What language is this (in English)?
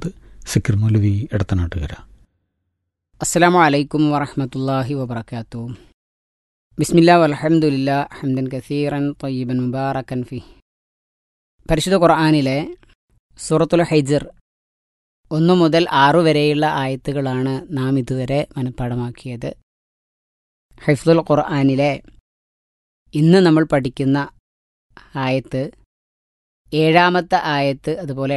Malayalam